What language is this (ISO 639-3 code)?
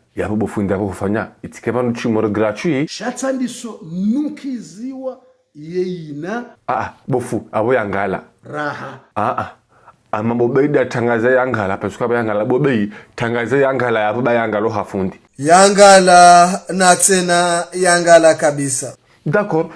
zdj